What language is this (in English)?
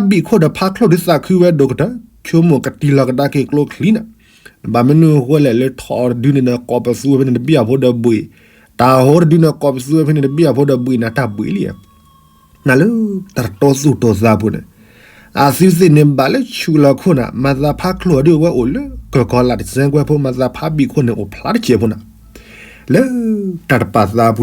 S'gaw Karen